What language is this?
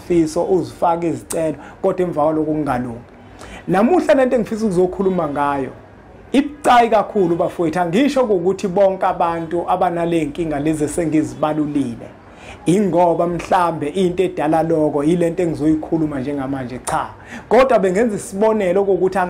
Zulu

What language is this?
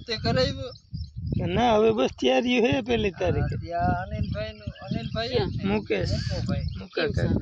Gujarati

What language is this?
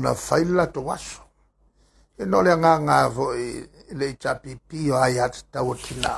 Samoan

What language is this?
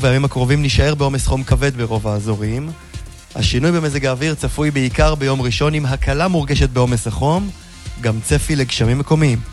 Hebrew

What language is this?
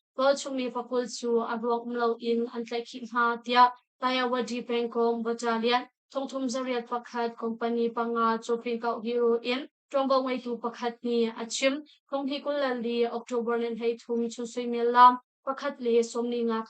Hakha Chin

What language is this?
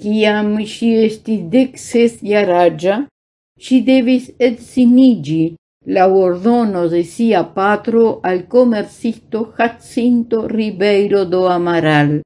Esperanto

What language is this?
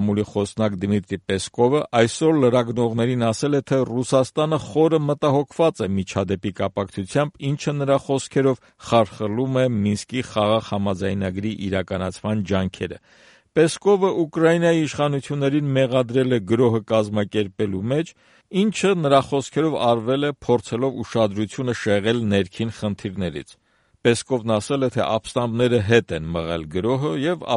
Armenian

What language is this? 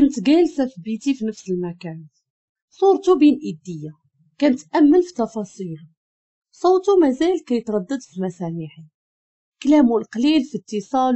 Moroccan Arabic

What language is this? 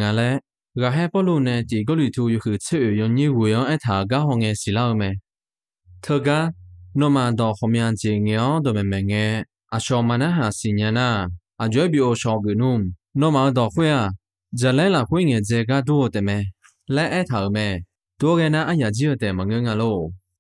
Akha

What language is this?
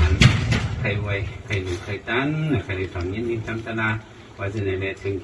Shan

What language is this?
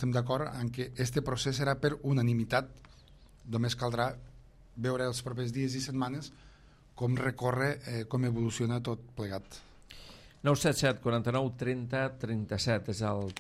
Catalan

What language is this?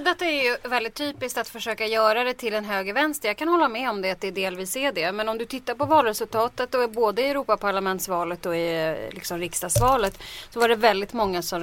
Swedish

